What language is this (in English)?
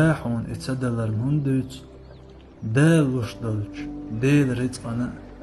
Chechen